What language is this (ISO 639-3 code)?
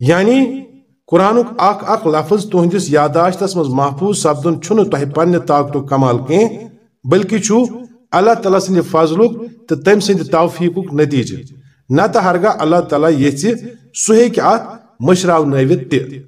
kas